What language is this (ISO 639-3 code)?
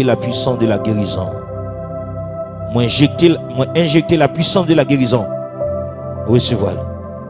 fra